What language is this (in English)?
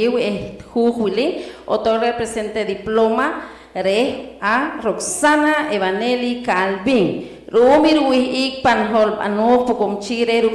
Poqomchi'